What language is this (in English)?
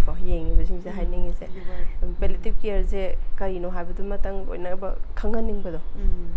Manipuri